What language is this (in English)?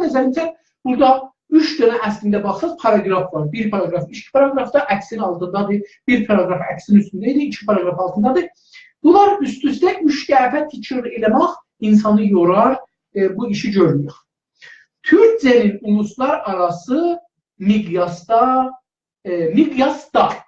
South Azerbaijani